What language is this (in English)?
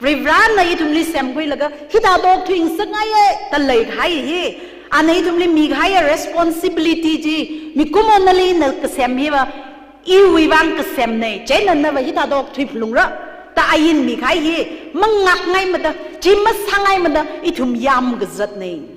Tangkhul Naga (India)